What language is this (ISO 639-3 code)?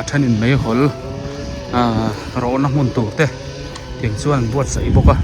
biu